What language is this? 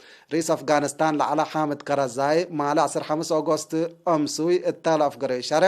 Tigre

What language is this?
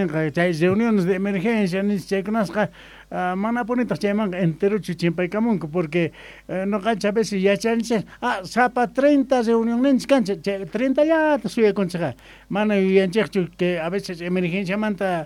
Quechua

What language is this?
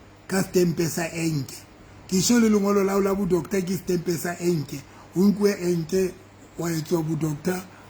Southern Sotho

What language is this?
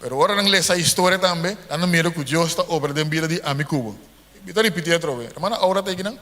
Papiamento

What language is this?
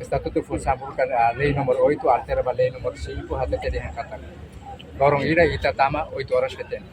Tetum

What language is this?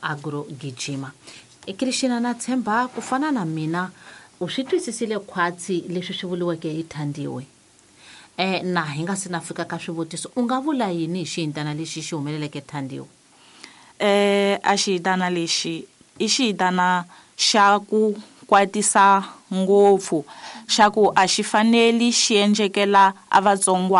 Tsonga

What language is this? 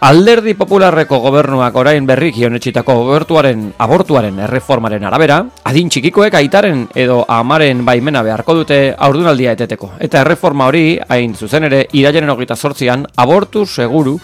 Basque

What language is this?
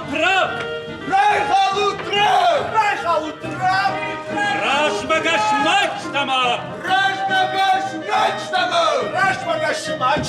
Ossetic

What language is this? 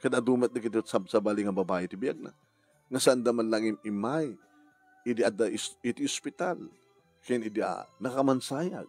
Iloko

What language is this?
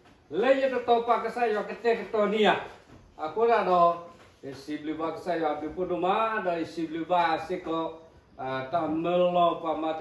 S'gaw Karen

